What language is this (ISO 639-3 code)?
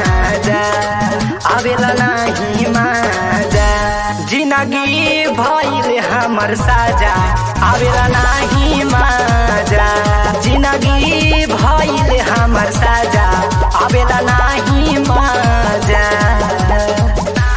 bho